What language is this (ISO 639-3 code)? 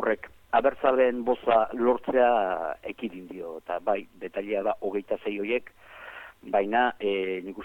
eus